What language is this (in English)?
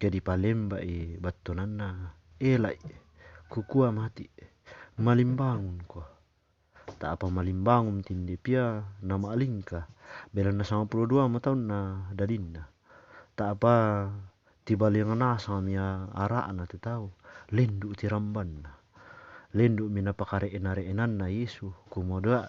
Toraja-Sa'dan